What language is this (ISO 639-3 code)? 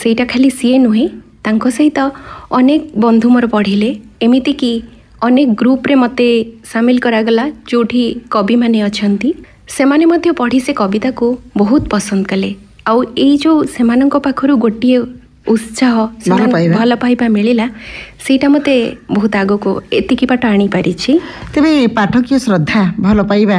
ori